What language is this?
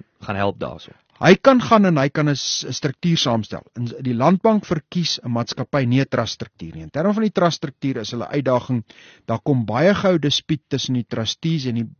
Afrikaans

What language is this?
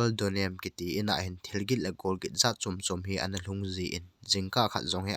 Thado Chin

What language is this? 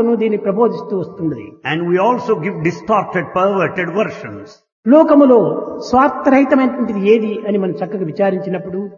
Telugu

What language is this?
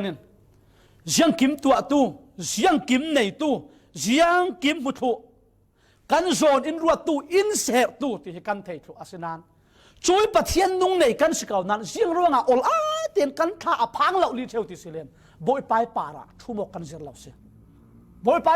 Falam Chin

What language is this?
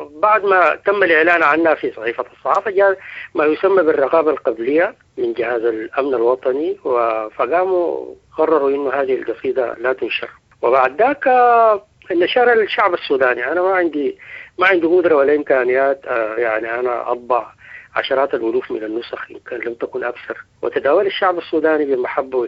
Sudanese Arabic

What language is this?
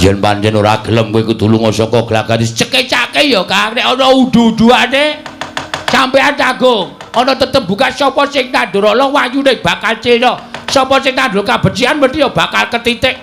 Javanese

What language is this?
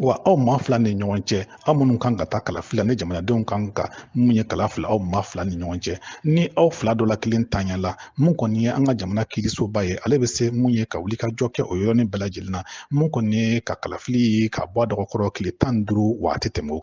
Bambara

